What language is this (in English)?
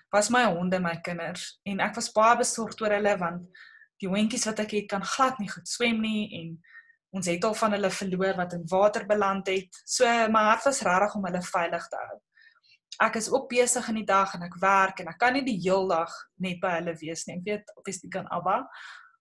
Afrikaans